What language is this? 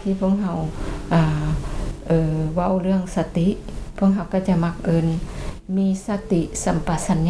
Lao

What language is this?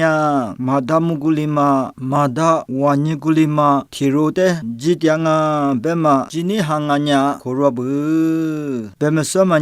Lisu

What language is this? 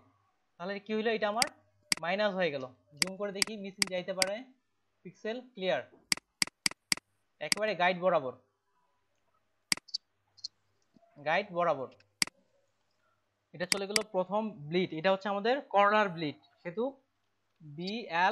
Bangla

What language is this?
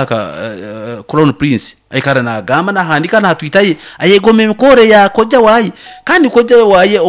Nyoro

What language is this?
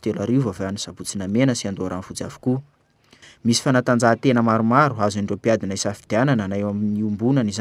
Malagasy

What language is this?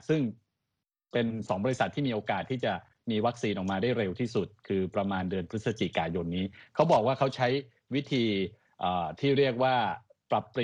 Thai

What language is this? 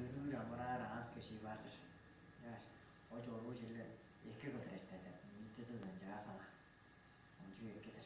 Tuvinian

